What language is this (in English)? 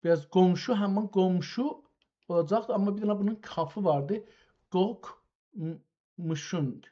South Azerbaijani